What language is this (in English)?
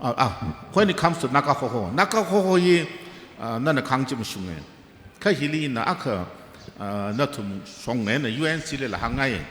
Tangkhul Naga (India)